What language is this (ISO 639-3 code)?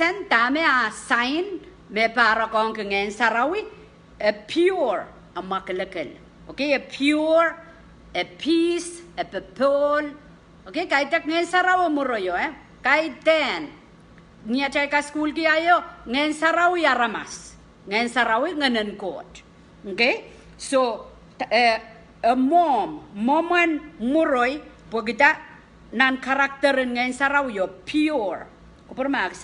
pon